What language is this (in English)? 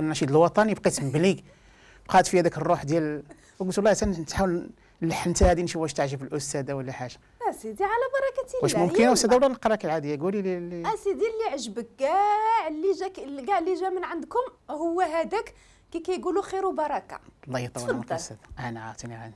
Moroccan Arabic